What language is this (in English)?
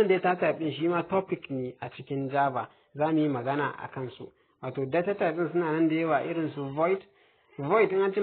Hausa